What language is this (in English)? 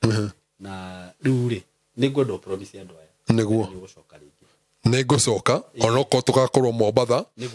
Kikuyu